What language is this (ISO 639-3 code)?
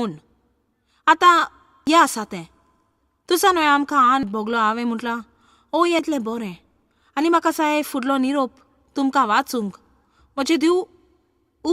kok